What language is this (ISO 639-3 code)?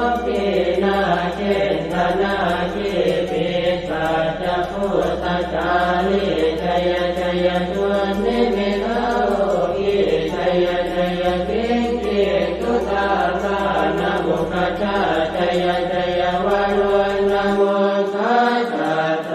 pli